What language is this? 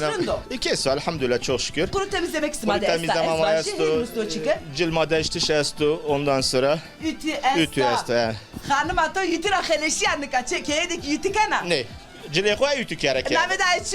Zaza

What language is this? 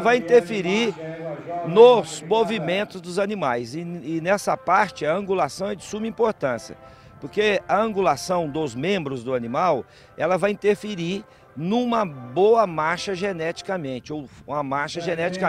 Portuguese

